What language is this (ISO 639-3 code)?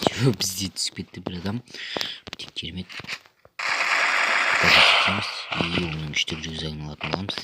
kaz